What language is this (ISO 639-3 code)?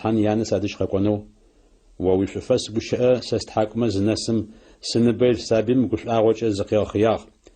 ady